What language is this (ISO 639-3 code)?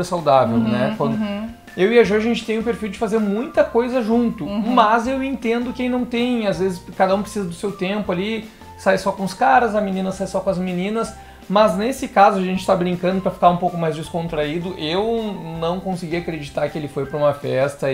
por